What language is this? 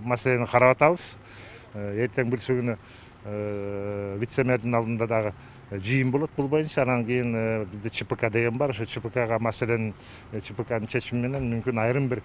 Kyrgyz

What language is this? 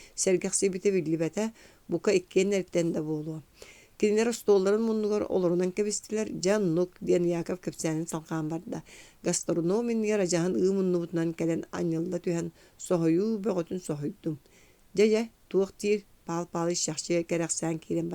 Yakut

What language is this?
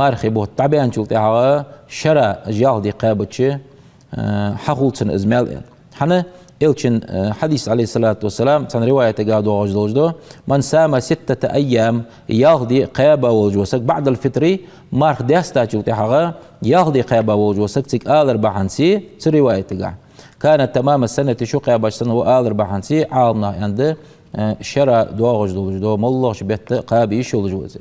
Ingush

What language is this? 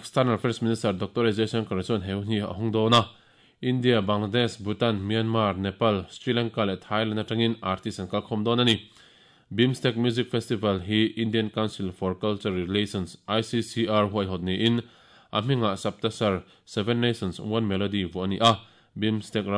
Mizo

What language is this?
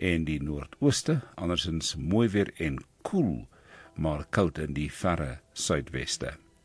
Afrikaans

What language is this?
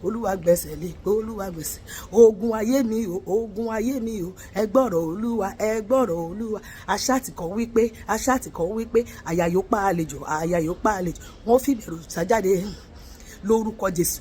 Yoruba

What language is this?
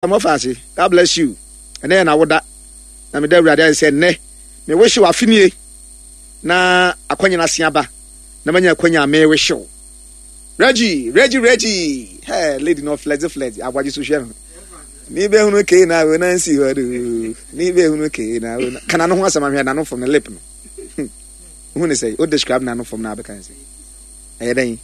Akan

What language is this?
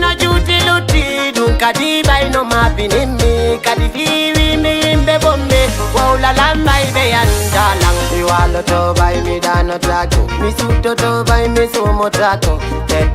Fula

